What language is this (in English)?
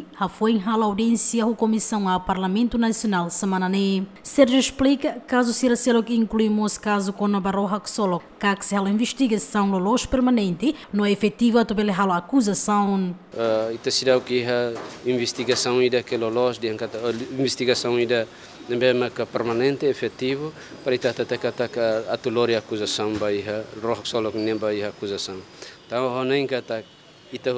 Tetum